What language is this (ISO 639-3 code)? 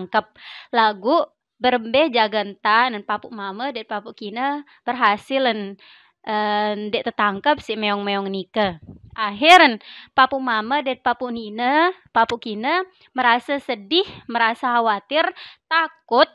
sas